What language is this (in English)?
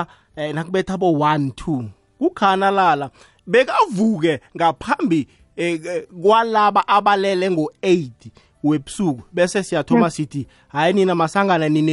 South Ndebele